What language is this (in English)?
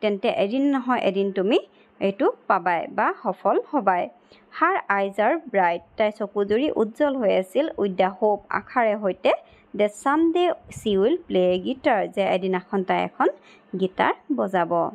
Assamese